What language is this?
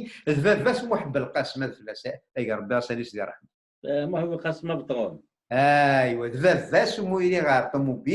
Kabyle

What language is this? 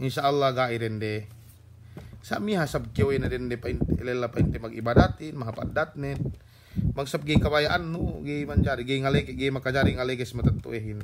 Yakan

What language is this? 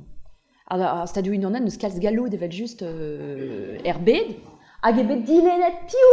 Breton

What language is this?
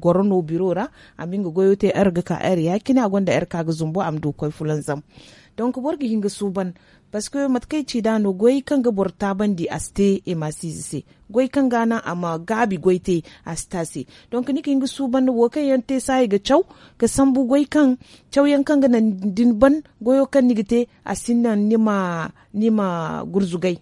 Zarma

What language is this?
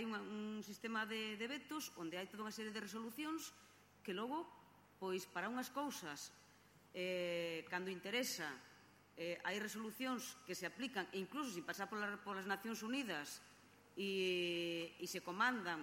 Galician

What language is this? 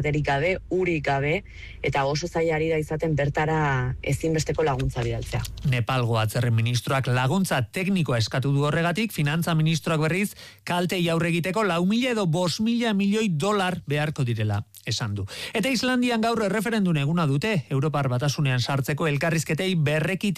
Basque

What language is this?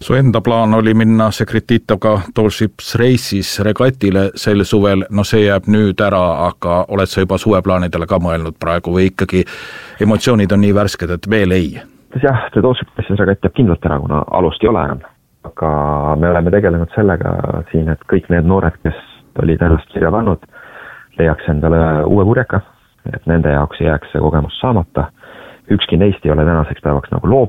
Estonian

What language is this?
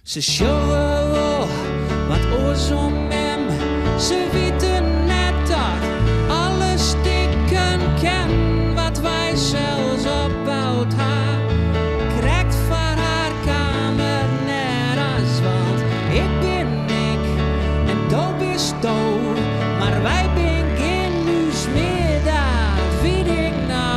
Western Frisian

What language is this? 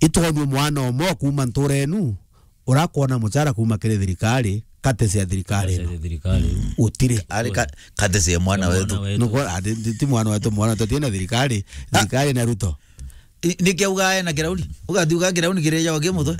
Meru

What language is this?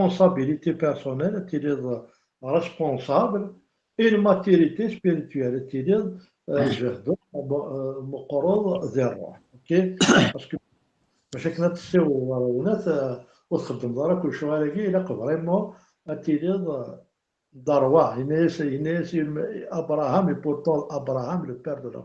Kabyle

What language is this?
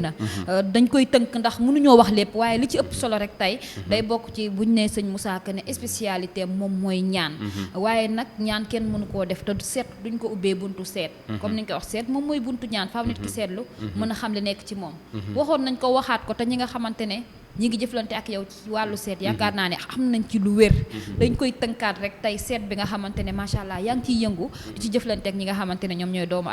Wolof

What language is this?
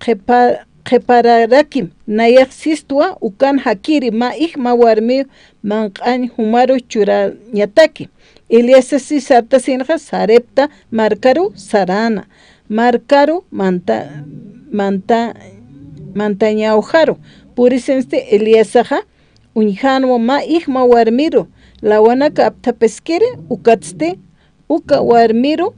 Aymara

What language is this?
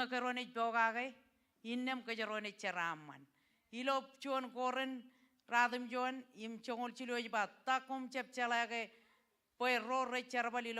Marshallese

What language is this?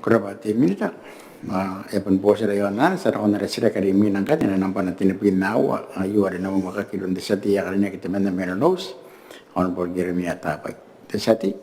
Gilbertese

